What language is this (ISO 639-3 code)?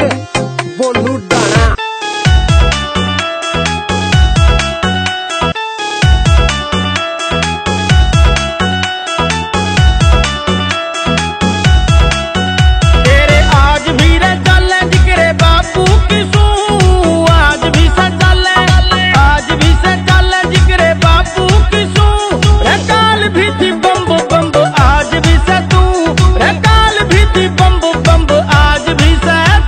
bgc